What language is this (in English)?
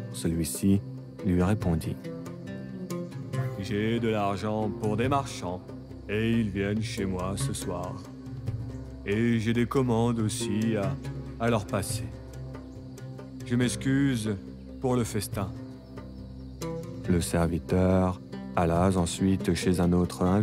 French